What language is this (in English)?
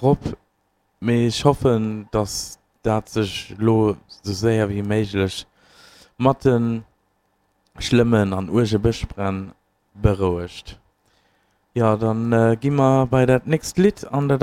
Luxembourgish